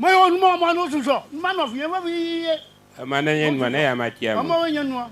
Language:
Ewe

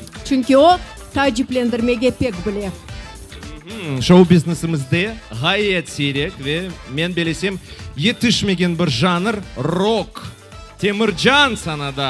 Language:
Crimean Tatar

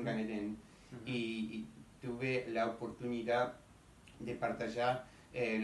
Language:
Ladino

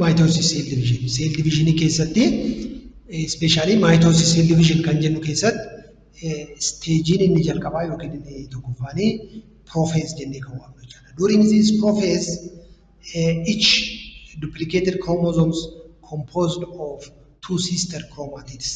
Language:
Oromo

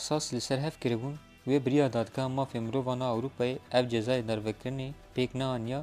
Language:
Kurdish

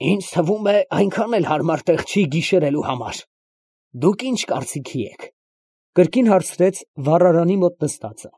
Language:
Armenian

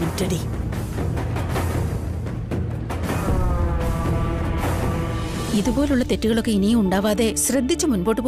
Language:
Malayalam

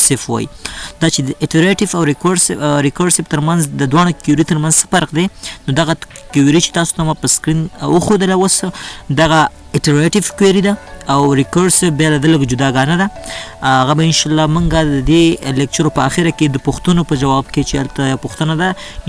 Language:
Pashto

